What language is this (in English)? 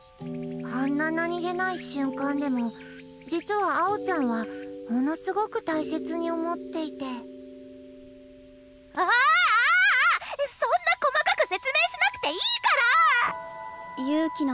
Japanese